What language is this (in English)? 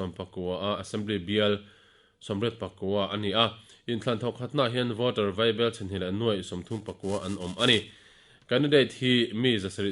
Mizo